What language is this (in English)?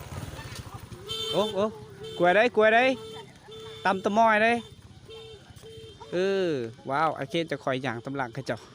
Lao